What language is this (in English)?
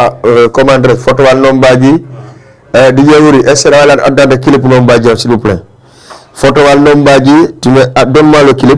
Fula